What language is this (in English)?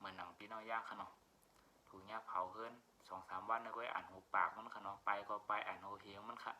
Shan